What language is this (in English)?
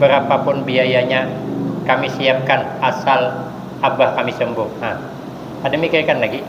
Banjar